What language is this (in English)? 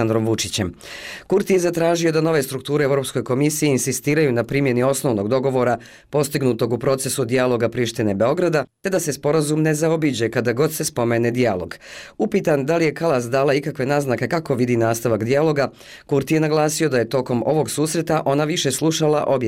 Bosnian